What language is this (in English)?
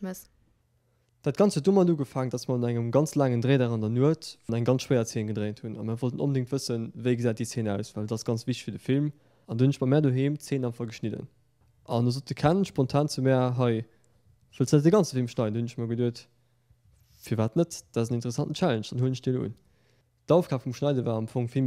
Luxembourgish